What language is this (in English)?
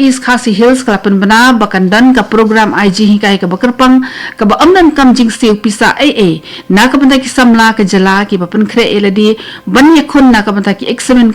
Khasi